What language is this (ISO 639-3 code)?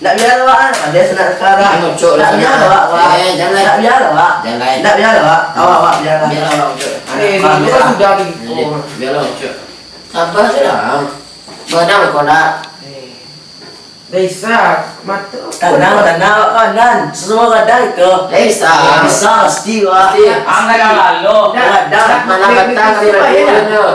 min